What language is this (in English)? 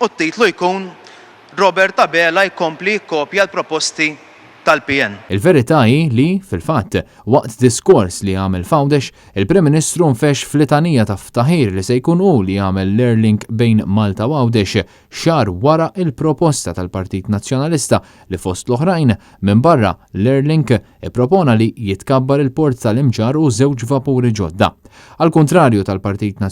Maltese